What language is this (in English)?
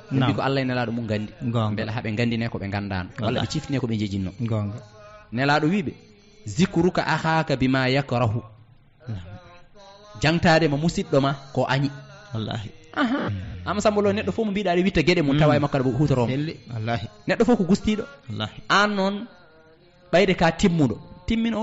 Fula